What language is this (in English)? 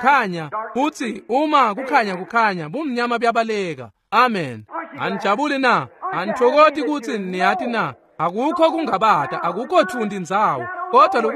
Swati